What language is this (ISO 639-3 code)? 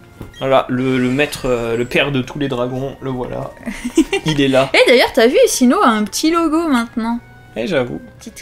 fra